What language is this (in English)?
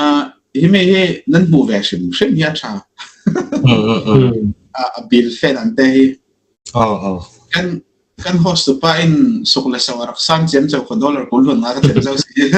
Falam Chin